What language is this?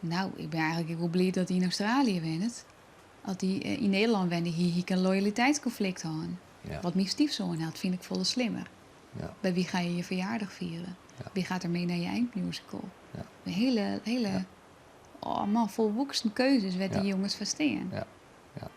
Western Frisian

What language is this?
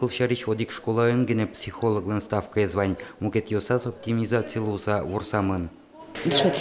Udmurt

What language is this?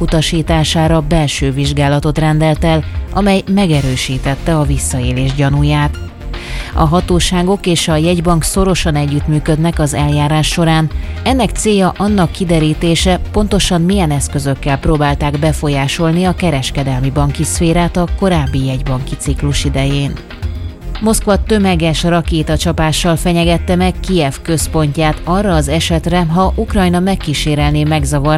Hungarian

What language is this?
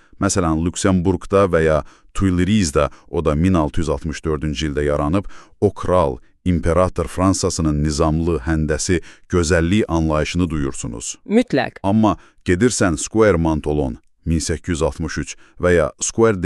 Azerbaijani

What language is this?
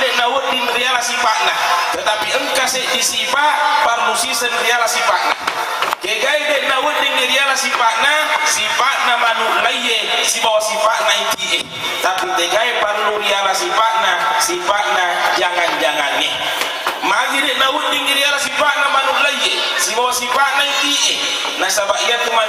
Buginese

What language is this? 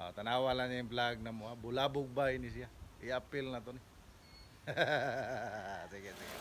Cebuano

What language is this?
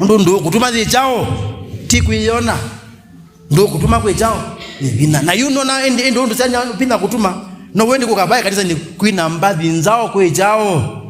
Kamba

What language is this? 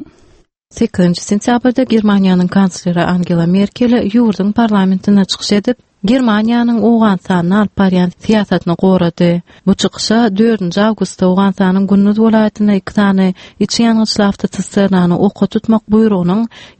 Turkmen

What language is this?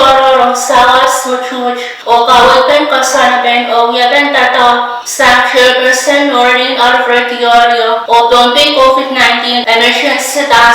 Pohnpeian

